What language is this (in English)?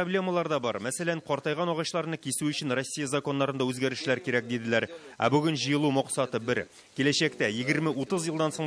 Tatar